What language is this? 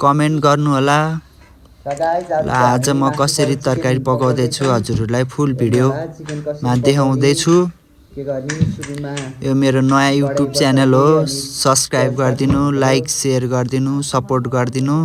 Nepali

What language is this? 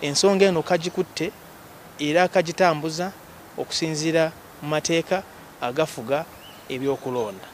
Ganda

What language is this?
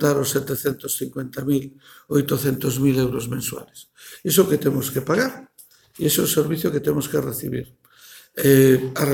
Galician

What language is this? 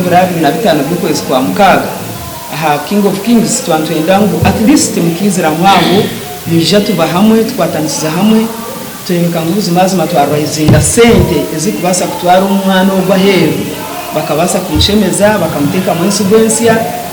Nyankole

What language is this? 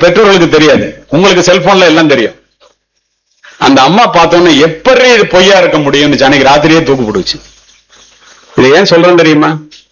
Tamil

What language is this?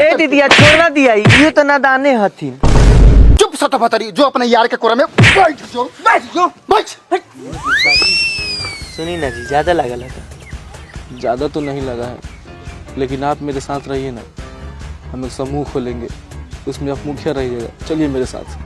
Maithili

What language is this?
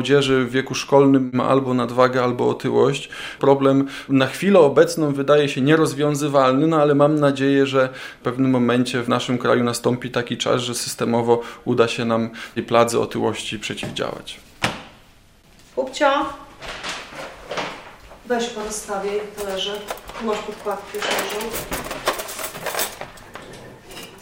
Polish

